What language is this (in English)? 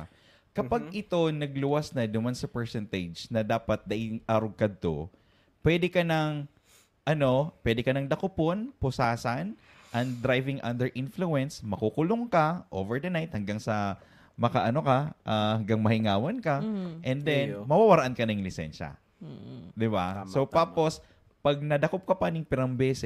Bikol